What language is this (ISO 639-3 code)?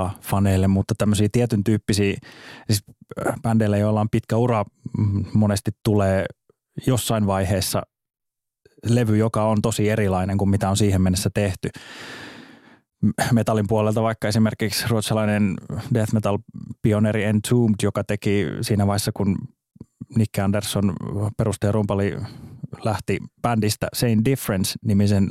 fin